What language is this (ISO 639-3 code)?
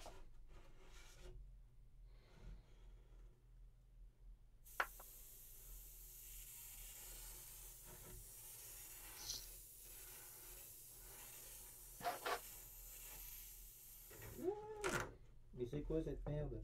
fra